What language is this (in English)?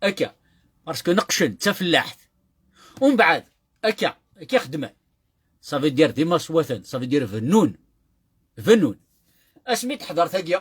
Kabyle